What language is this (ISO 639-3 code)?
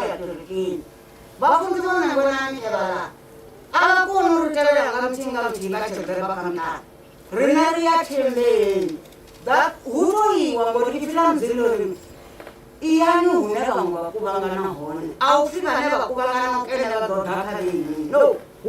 ven